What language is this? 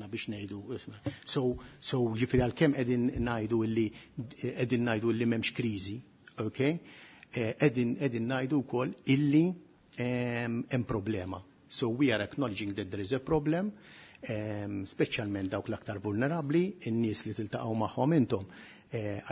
Maltese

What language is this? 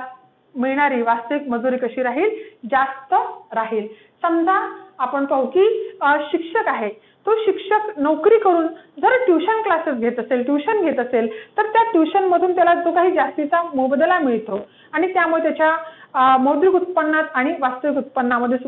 Marathi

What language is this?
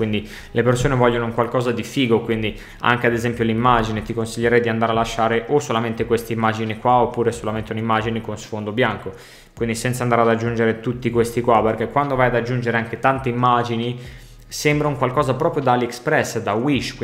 Italian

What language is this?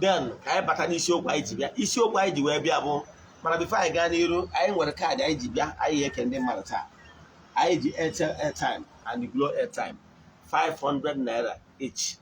Igbo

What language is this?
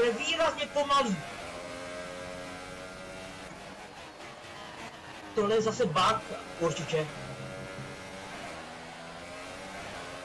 Czech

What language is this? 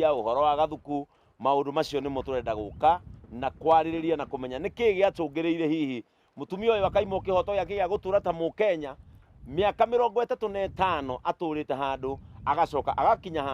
Kikuyu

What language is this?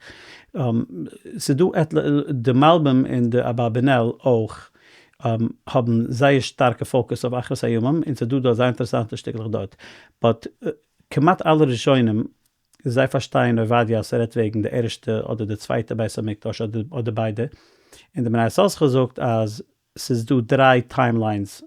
Yiddish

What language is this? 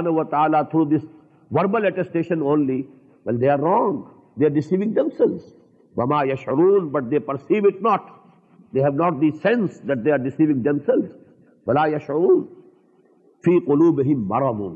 English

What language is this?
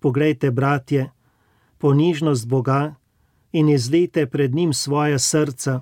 Slovenian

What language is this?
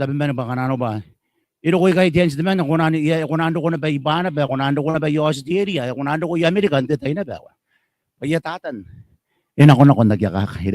Gilbertese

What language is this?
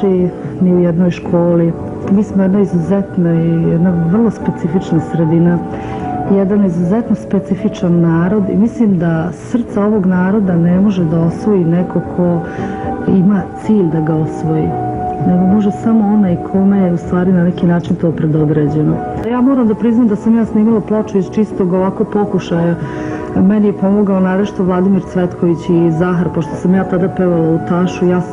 Serbian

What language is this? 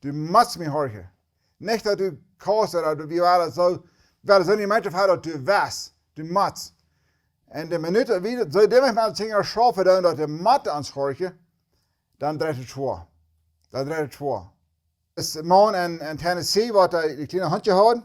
Plautdietsch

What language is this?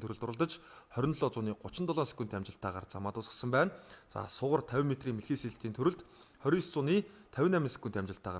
Mongolian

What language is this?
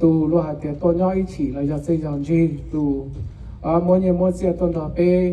Hmong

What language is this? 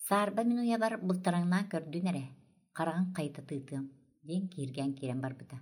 Yakut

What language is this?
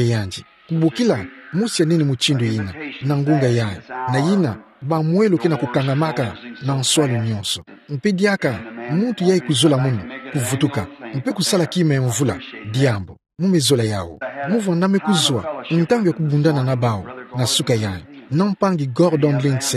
Kituba (Democratic Republic of Congo)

